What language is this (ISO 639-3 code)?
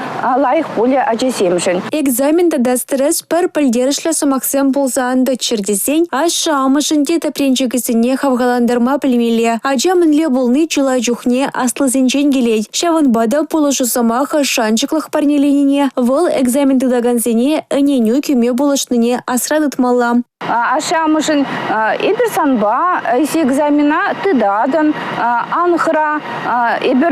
chv